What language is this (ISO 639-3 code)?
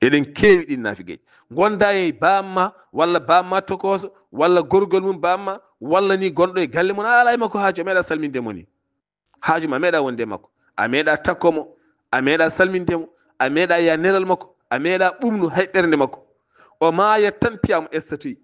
ful